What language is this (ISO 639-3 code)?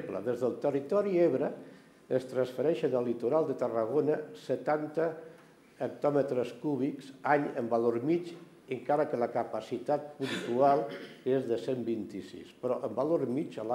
cat